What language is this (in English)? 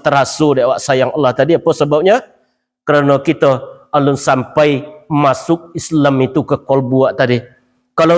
Minangkabau